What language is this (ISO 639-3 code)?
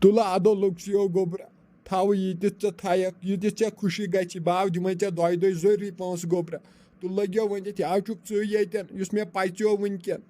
kas